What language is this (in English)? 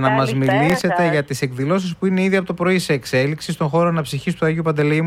Greek